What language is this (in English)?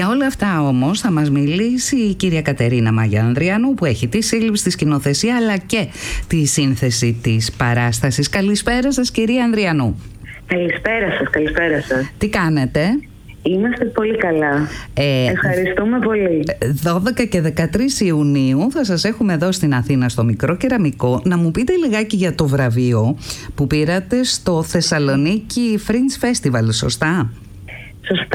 Greek